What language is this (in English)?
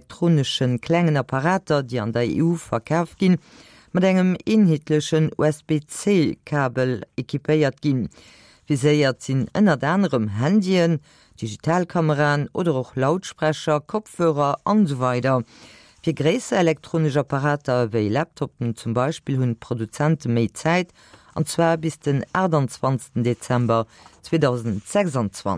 Luxembourgish